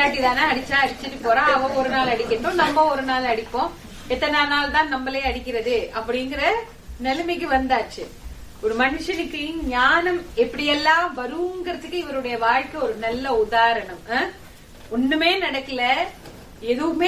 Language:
Tamil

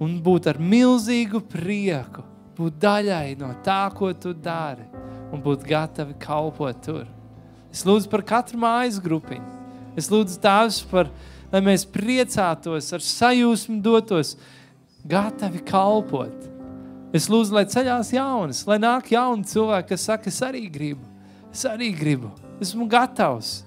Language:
Latvian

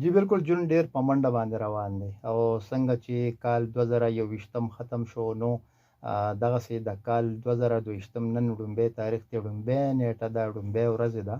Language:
Pashto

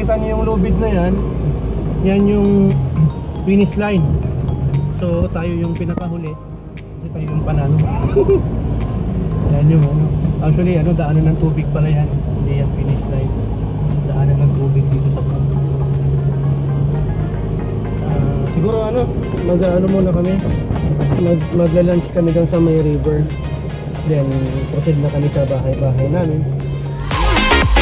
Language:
Filipino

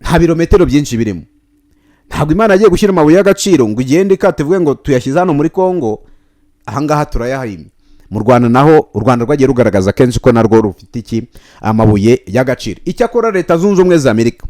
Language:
Kinyarwanda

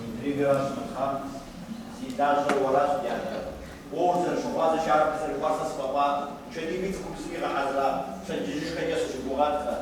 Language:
Kabardian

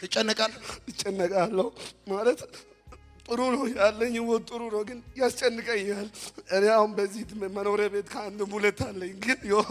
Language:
Amharic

